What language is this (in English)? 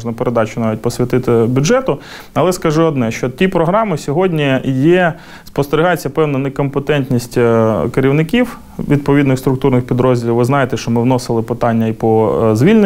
Ukrainian